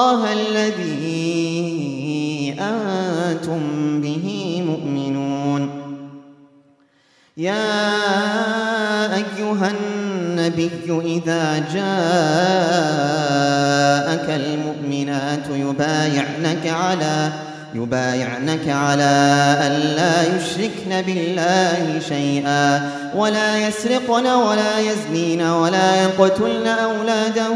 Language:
Arabic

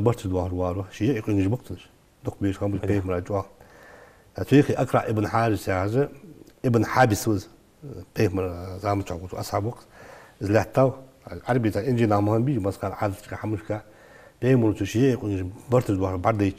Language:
Ingush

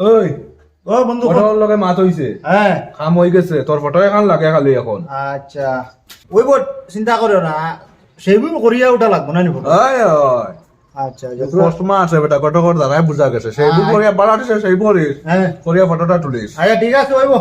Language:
Sylheti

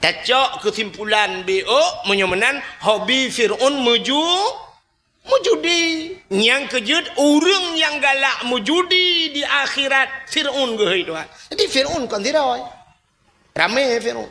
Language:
Achinese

